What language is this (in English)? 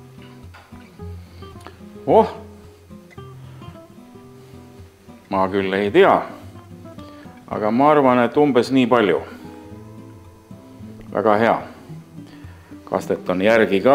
Estonian